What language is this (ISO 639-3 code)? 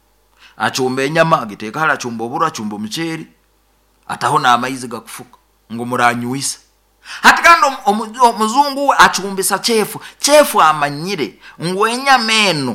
nyo